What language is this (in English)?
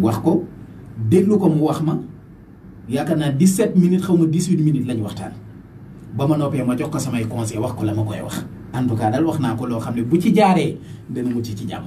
Wolof